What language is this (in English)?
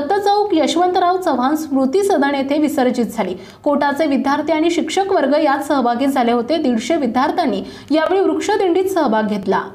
Marathi